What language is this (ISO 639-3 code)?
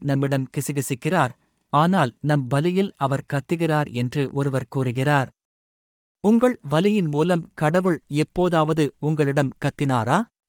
tam